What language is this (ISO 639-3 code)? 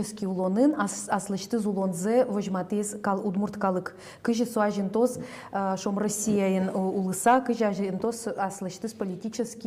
udm